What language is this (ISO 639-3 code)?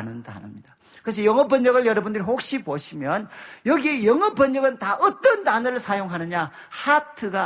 kor